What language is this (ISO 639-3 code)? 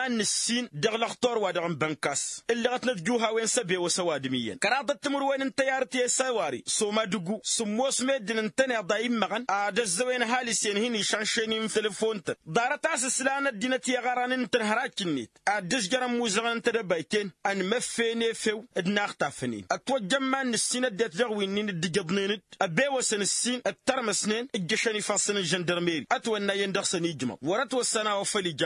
taq